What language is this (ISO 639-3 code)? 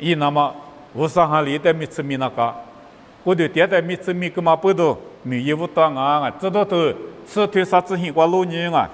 lis